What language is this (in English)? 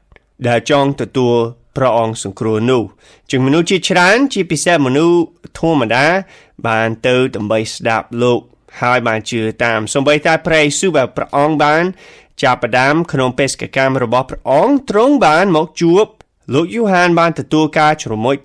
Khmer